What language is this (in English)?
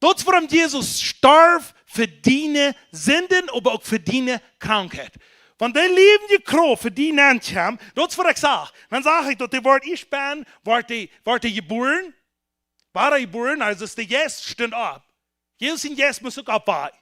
Plautdietsch